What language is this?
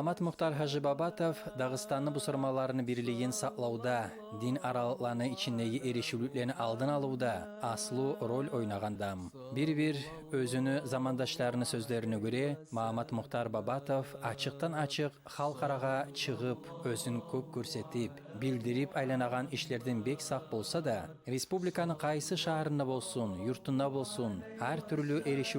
Kumyk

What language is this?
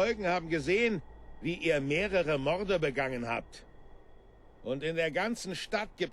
Bavarian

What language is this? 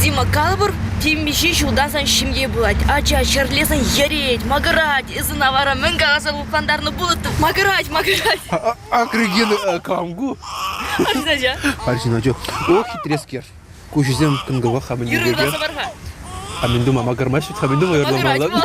Chuvash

